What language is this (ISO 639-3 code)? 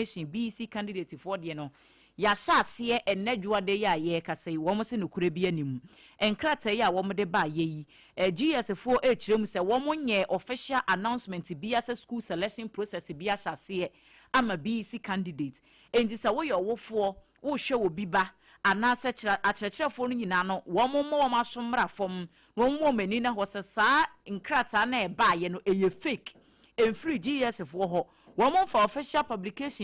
aka